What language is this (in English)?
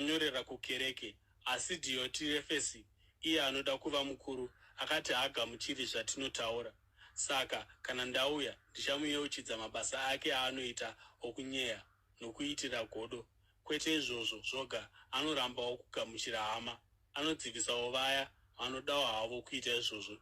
Shona